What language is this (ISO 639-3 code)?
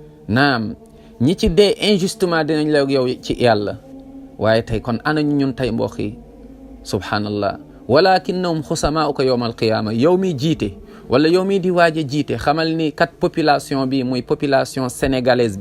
wol